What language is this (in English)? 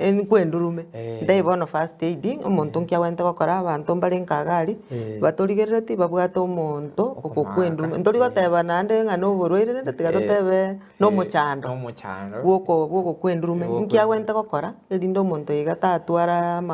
Gusii